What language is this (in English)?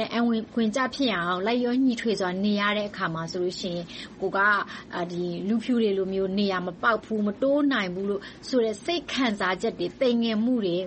Burmese